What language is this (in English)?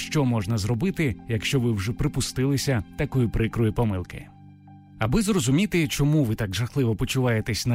Ukrainian